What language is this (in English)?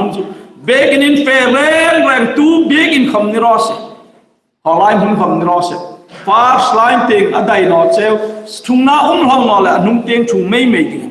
Hmar